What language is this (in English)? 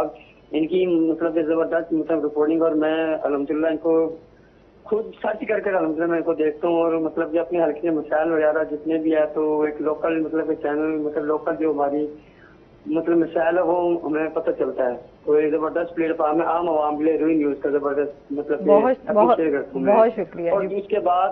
Urdu